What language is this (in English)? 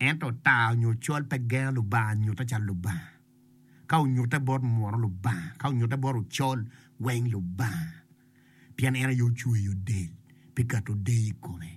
Acoli